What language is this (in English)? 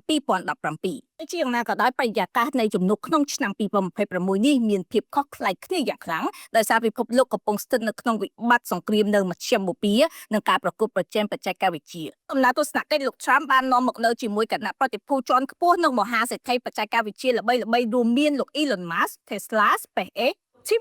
Khmer